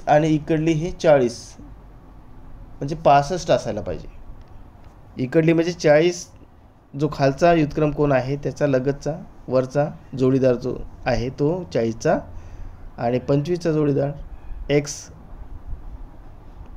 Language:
Marathi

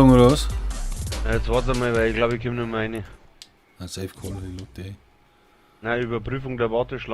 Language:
Bavarian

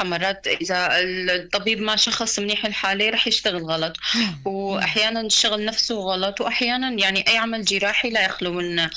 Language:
North Levantine Arabic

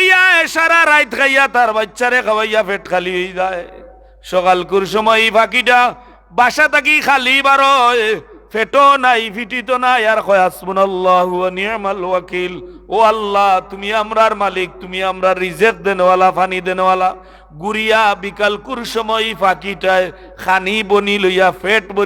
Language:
Sylheti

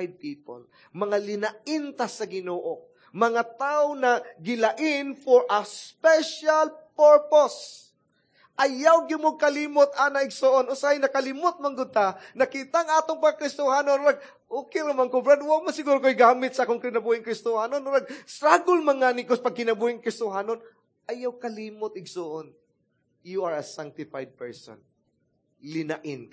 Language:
Cebuano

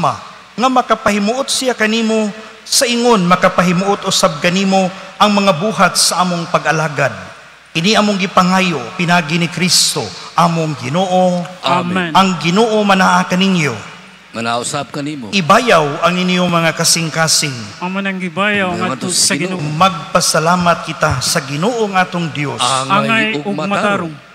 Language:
Cebuano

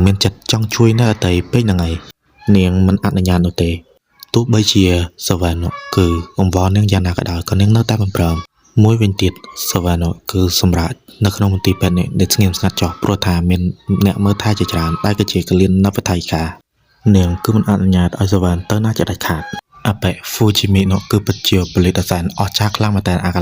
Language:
Khmer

